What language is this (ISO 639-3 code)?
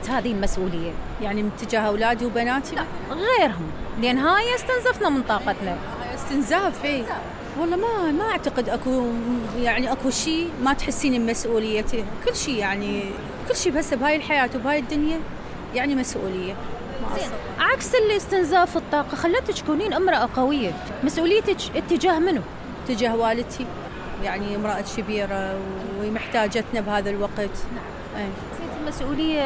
acm